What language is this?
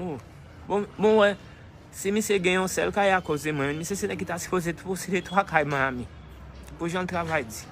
Haitian Creole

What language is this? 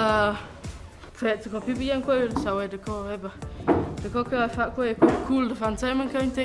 Romansh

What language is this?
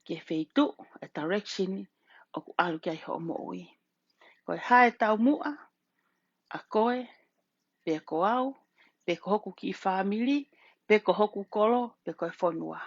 Tongan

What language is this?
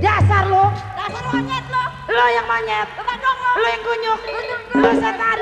Betawi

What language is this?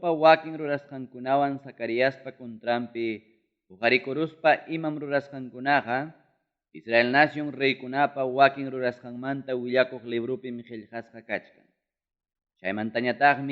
Ayacucho Quechua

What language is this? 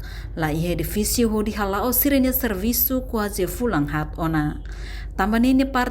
Tetum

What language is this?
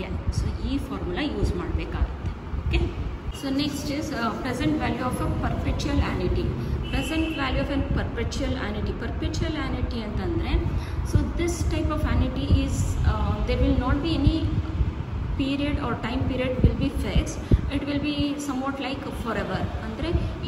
Kannada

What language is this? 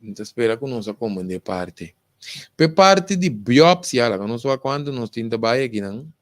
Papiamento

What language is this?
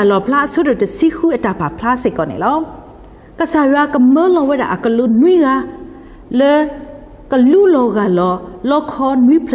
S'gaw Karen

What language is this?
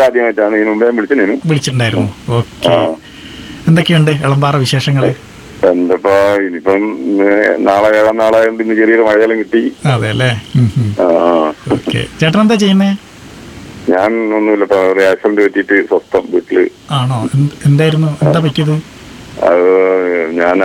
Malayalam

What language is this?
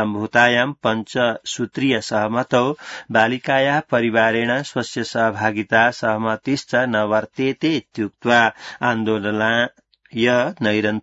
Sanskrit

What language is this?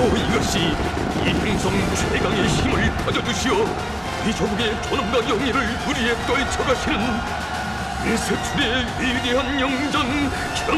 Korean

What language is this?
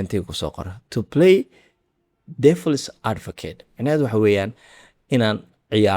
Somali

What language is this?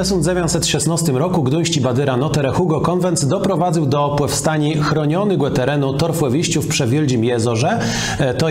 Kashubian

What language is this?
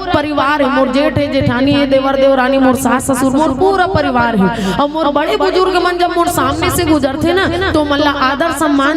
Chhattisgarhi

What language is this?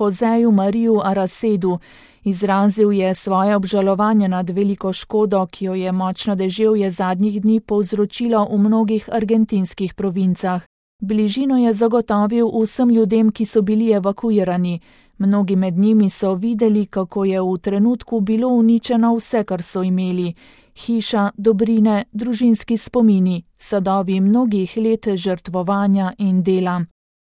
Slovenian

